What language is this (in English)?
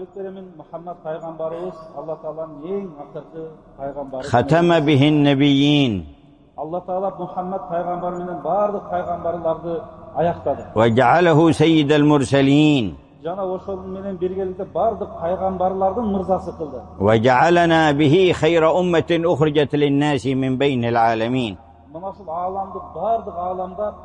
Kyrgyz